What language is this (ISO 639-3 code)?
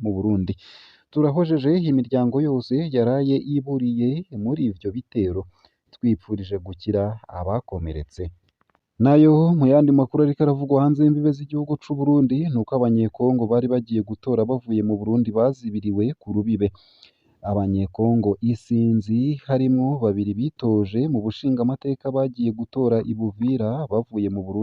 run